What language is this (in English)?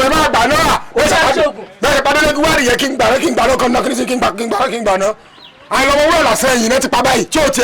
Yoruba